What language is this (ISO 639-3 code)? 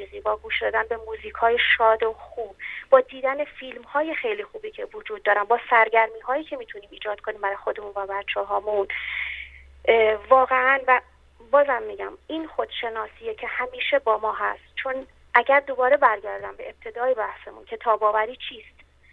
fas